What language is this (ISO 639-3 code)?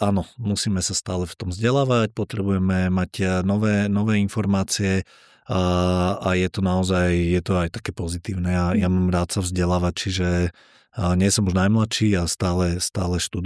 slk